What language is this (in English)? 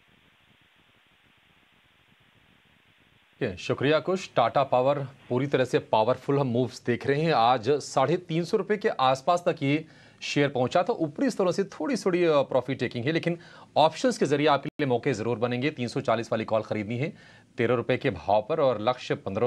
Hindi